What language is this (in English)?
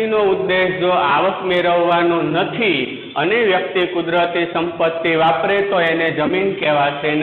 Gujarati